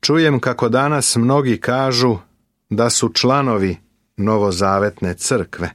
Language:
Serbian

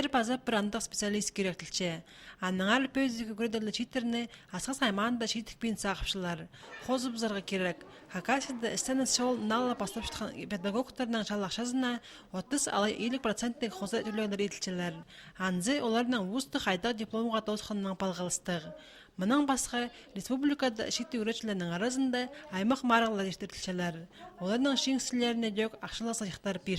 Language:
Khakas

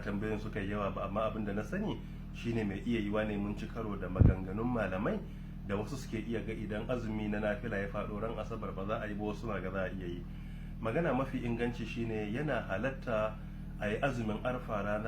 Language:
Hausa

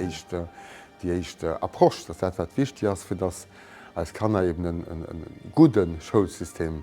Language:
Luxembourgish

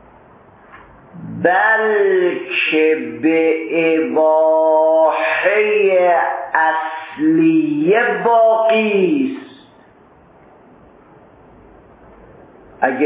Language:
Persian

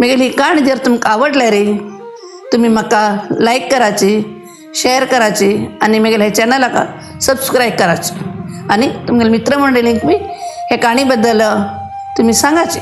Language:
Konkani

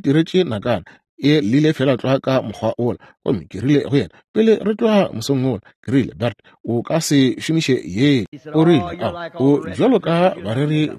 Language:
Northern Sotho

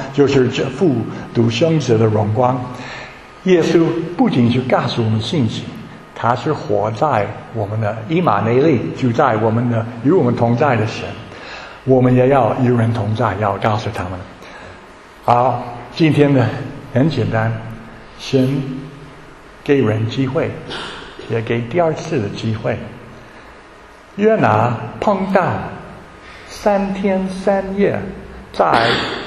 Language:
Chinese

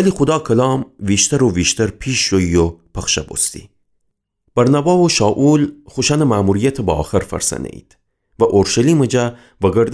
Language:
Gilaki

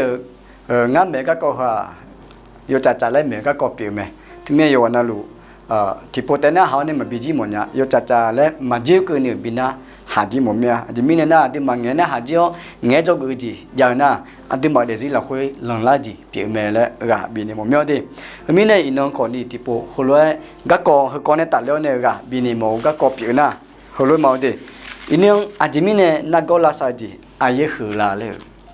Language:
Akha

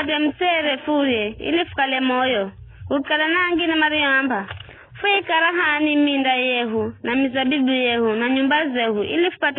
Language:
Giryama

